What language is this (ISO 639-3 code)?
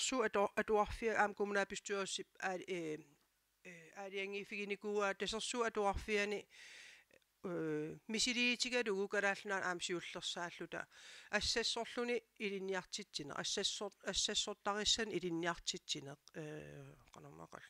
kal